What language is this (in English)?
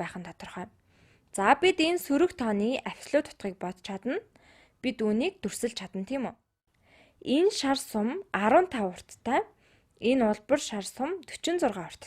Mongolian